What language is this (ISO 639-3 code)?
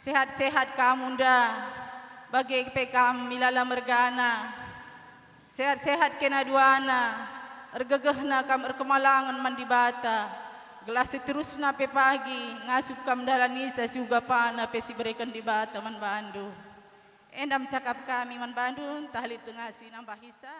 btx